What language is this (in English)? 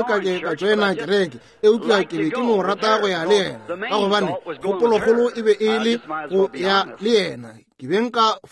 Northern Sotho